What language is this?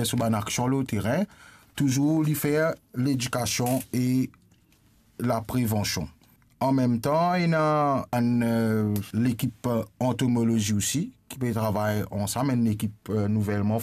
Morisyen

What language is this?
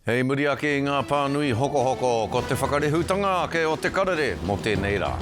Māori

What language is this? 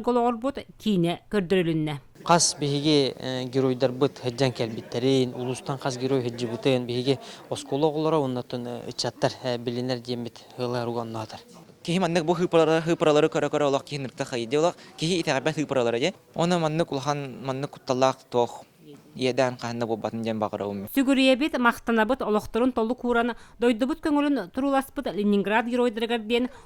Yakut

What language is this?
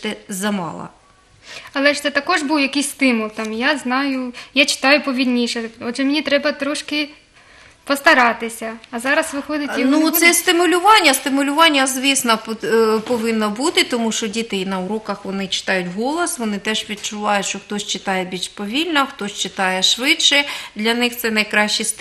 Ukrainian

